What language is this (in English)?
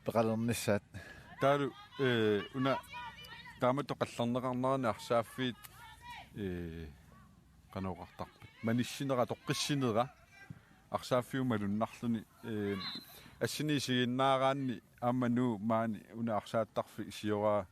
Kalaallisut